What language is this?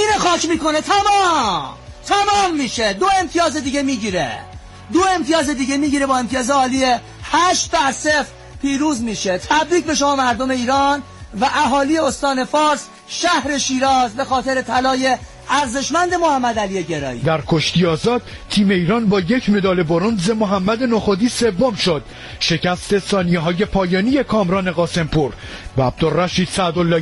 Persian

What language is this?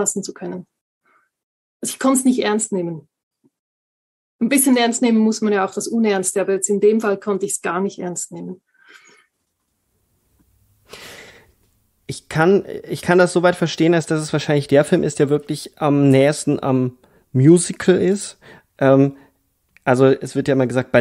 German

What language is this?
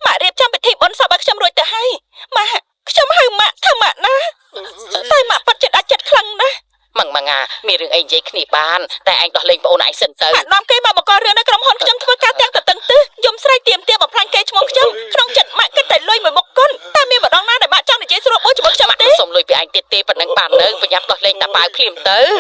Khmer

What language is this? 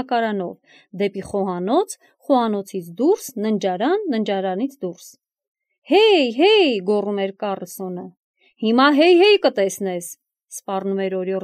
Armenian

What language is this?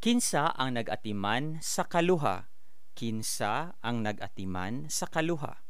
Cebuano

